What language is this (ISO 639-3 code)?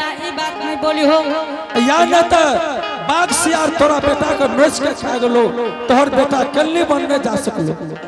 anp